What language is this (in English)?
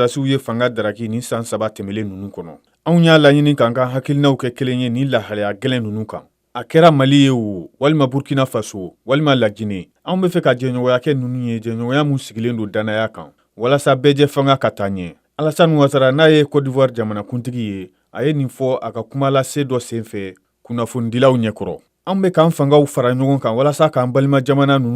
Bambara